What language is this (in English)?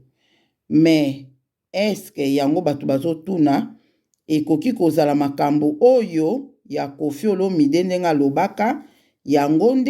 Lingala